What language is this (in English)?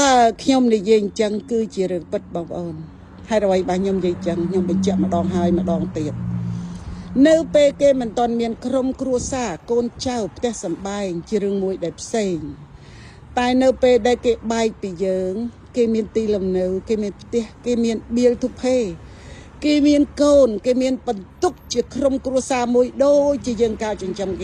Khmer